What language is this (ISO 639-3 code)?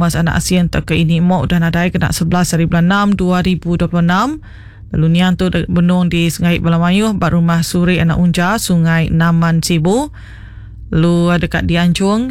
iba